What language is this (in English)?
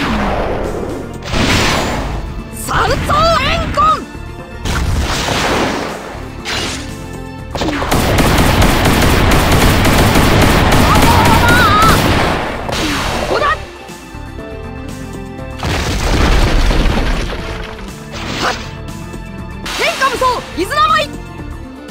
Japanese